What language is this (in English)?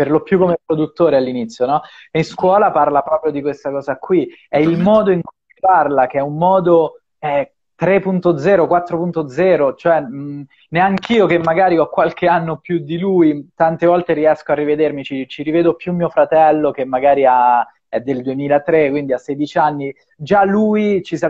Italian